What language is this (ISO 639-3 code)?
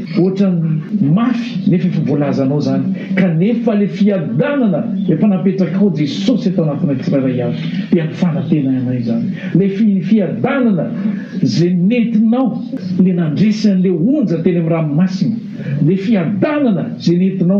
mlg